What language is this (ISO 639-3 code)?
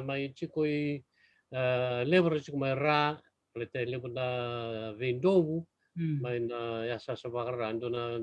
fij